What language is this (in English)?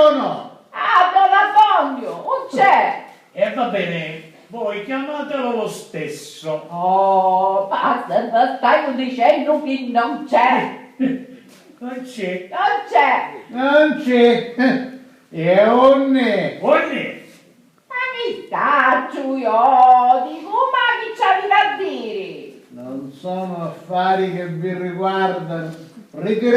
Sicilian